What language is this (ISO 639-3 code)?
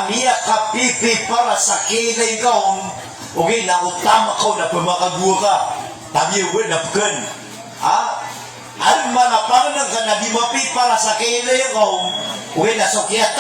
mrw